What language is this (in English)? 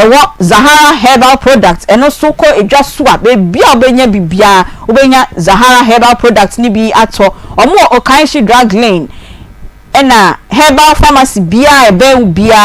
Akan